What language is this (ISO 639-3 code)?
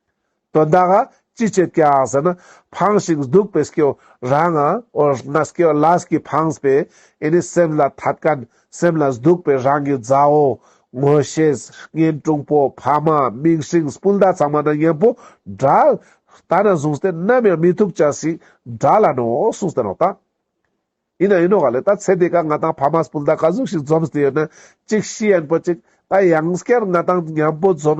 lbj